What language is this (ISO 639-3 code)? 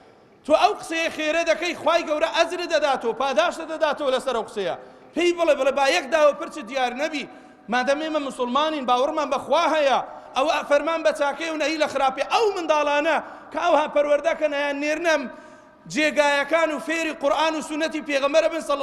ckb